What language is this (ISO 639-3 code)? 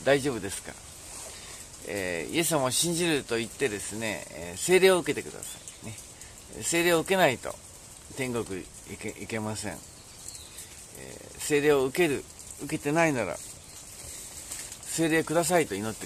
jpn